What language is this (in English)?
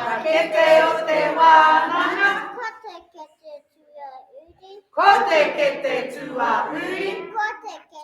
Māori